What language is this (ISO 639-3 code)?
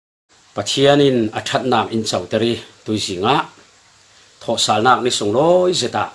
cfm